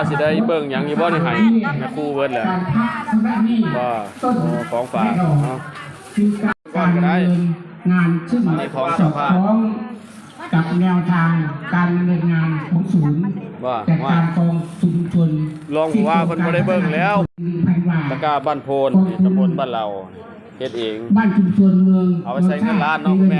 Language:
Lao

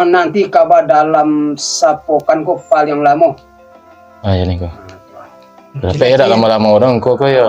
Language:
Minangkabau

